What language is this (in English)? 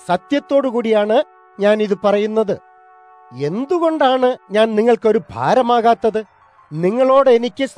Malayalam